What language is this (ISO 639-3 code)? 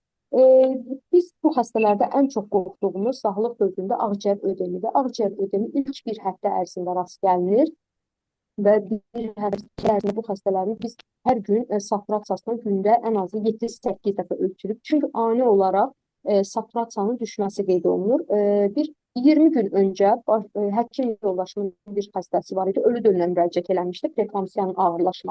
aze